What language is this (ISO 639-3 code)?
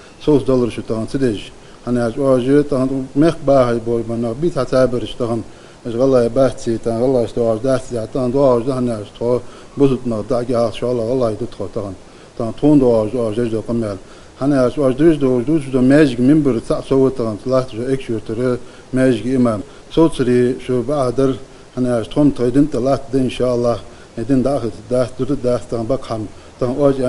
inh